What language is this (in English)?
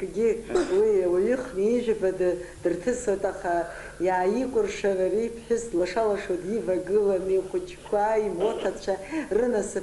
Abkhazian